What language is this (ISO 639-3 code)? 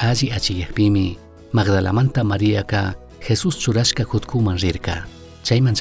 qug